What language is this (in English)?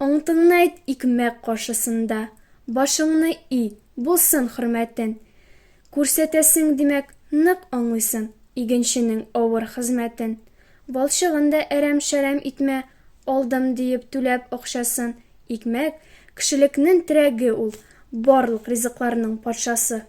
Tatar